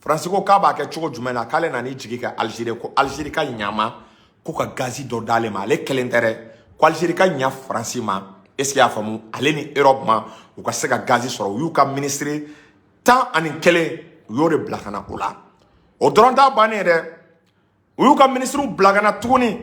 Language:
Bambara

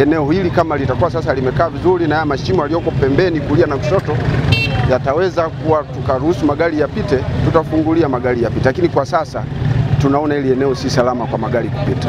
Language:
Swahili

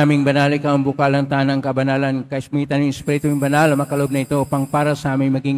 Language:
Filipino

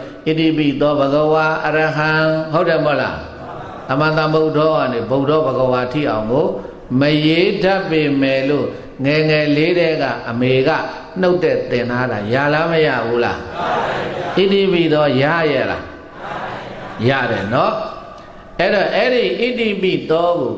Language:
Burmese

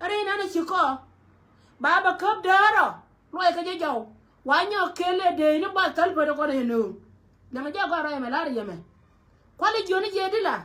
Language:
Nuer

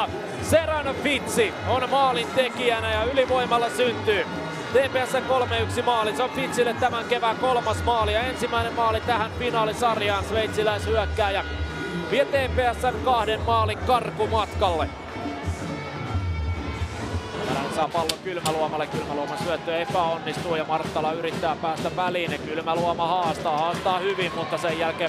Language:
Finnish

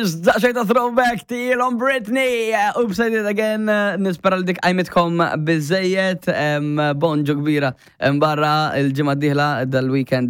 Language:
Maltese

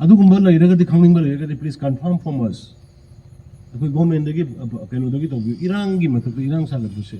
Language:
Manipuri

